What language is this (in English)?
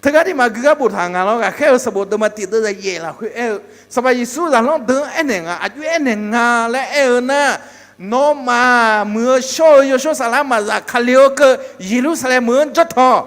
Akha